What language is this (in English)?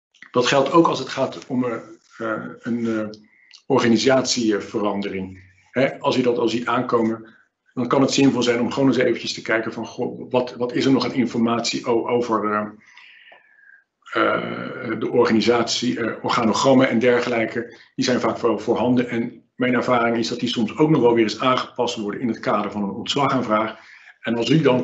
Dutch